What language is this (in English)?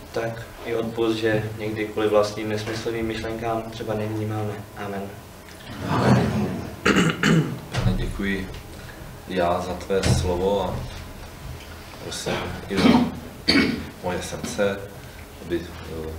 Czech